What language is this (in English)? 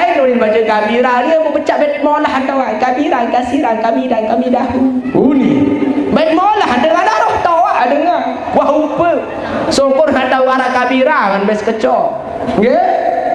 Sasak